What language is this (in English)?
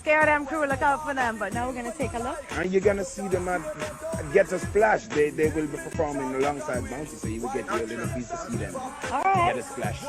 Jamaican Creole English